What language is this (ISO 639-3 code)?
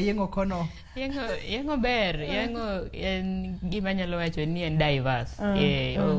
luo